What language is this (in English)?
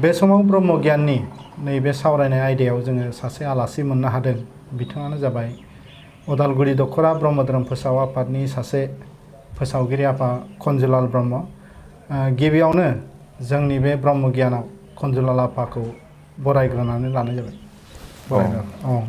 Bodo